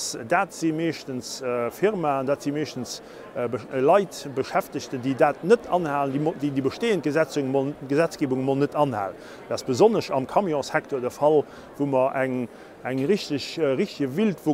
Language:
Luxembourgish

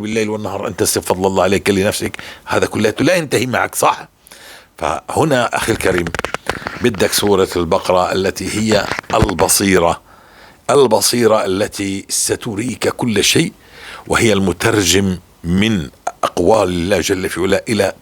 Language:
North Levantine Arabic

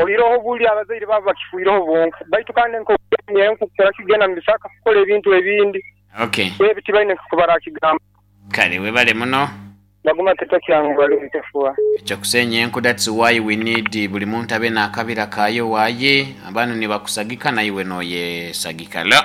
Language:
Nyoro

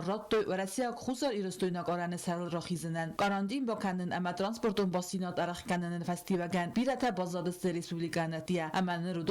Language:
Ossetic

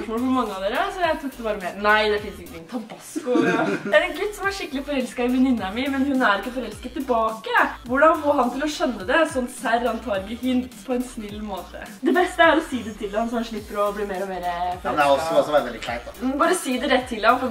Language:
Norwegian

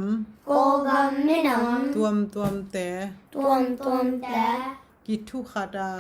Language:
Tedim Chin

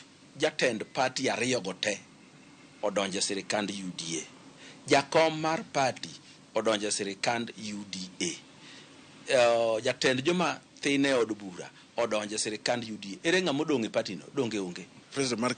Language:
Luo (Kenya and Tanzania)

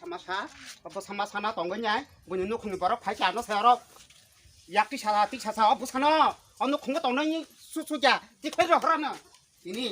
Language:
Kok Borok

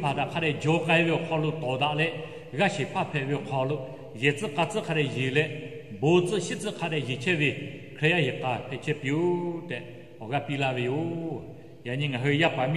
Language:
Lahu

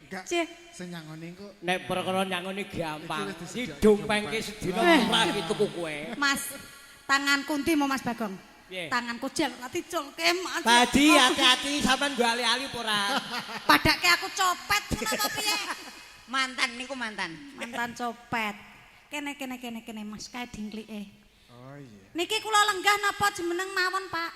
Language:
Javanese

